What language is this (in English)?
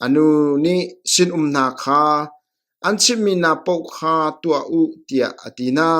Hakha Chin